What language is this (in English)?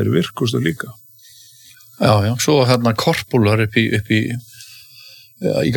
Icelandic